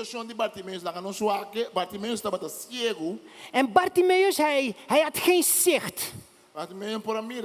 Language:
Papiamento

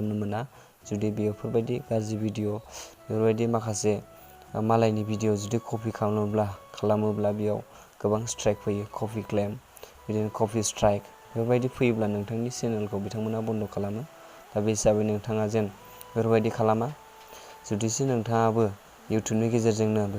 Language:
Bodo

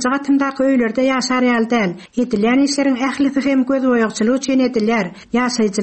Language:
Turkmen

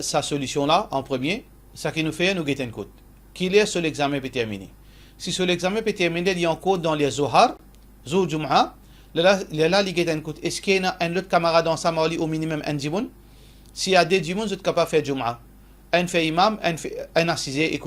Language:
Morisyen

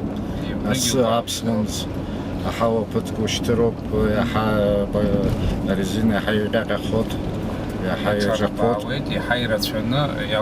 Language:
Abkhazian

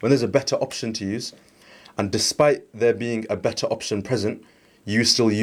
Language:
English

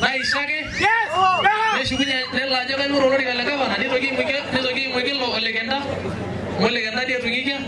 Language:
Masai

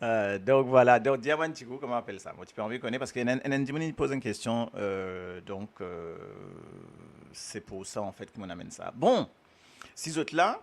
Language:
Morisyen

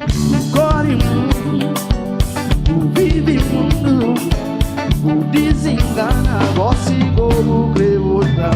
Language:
Kabuverdianu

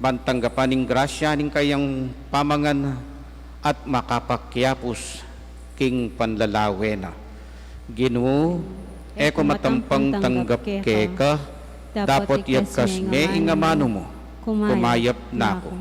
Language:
Pampanga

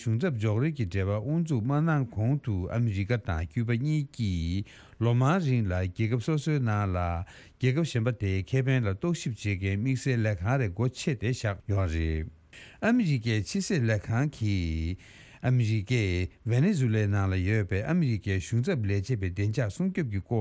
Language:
Tibetan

